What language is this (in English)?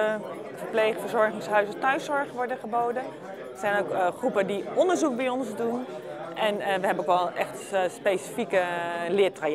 Dutch